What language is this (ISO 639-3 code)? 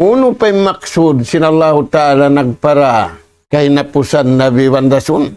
tsg